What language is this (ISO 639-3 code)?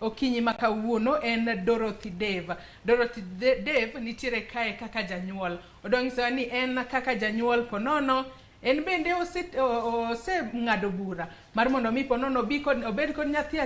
luo